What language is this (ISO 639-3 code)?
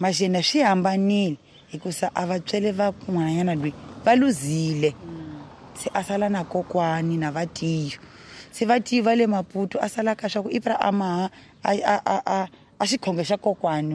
tso